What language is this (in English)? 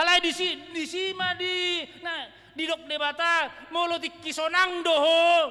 Batak Toba